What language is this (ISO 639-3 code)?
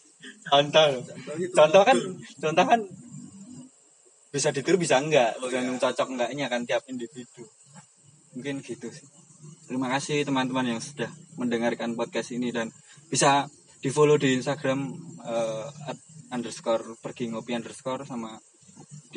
ind